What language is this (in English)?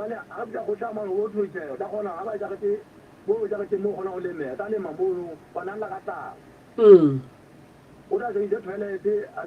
Southern Sotho